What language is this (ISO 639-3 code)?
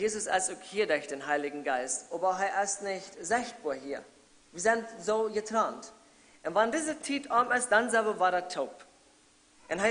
pdt